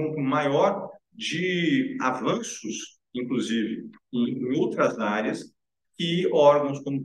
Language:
Portuguese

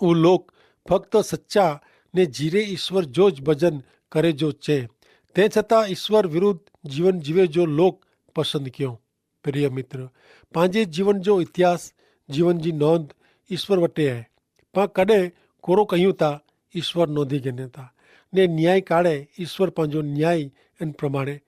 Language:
Kachhi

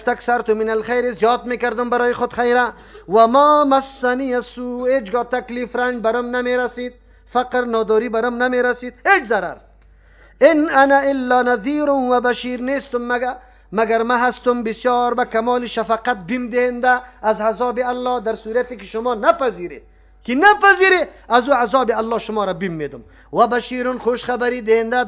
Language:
Persian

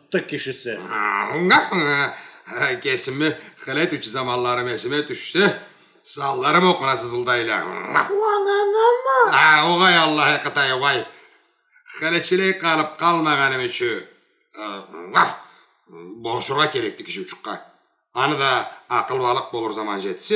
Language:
Karachay-Balkar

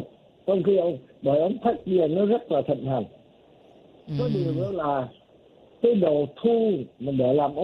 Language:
Vietnamese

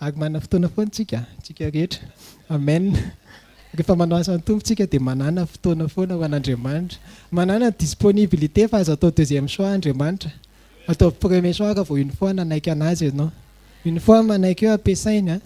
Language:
Malagasy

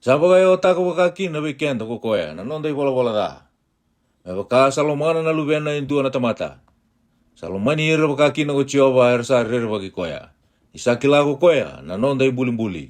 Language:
Fijian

